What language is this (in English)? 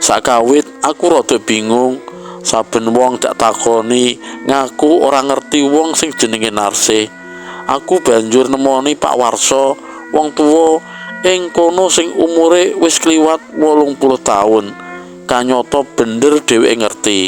Javanese